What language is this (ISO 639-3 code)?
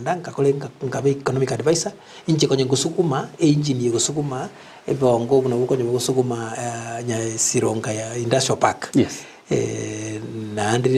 guz